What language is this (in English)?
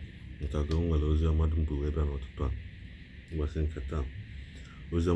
Igbo